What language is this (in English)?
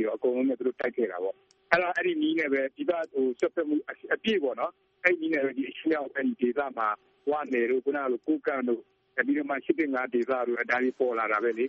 Burmese